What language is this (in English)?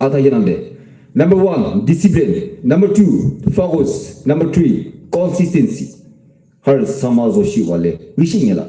Yimchungru Naga